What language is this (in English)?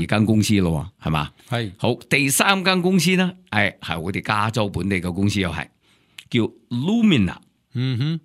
Cantonese